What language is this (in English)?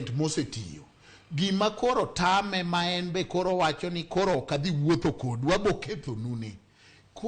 Luo (Kenya and Tanzania)